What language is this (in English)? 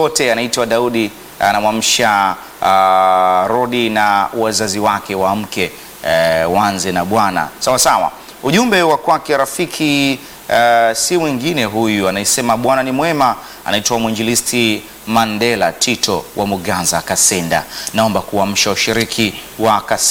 Swahili